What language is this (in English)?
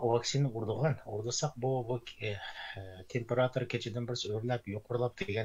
Uyghur